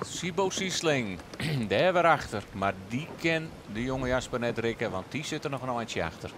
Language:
Western Frisian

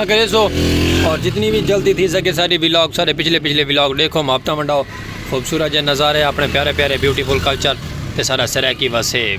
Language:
Saraiki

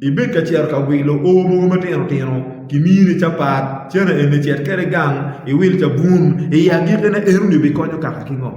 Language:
Acoli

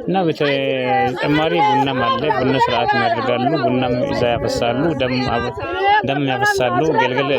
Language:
Amharic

